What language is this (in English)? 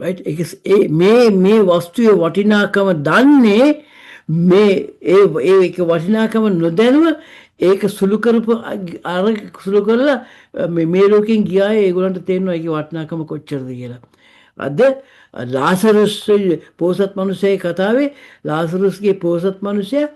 Sinhala